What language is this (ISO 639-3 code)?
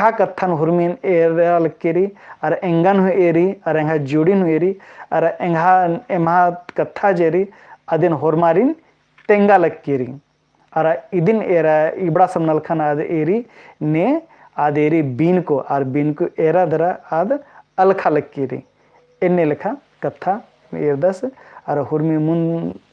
kru